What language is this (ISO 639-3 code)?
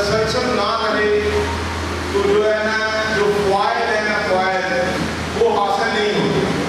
urd